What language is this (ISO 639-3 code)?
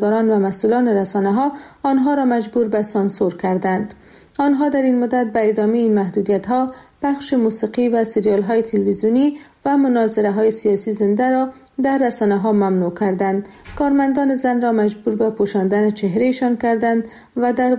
fas